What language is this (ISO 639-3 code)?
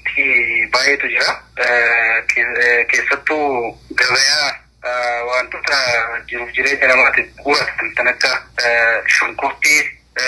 orm